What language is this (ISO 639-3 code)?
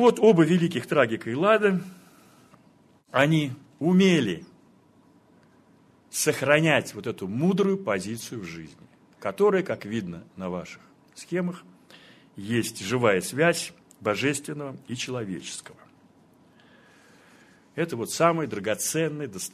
rus